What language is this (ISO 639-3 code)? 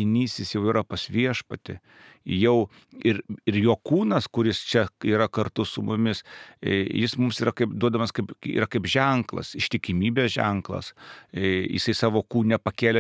lit